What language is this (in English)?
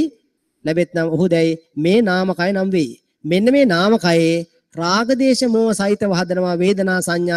Sinhala